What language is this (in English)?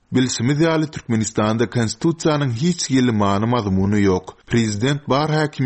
Turkmen